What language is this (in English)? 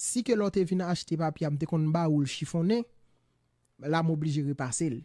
Haitian Creole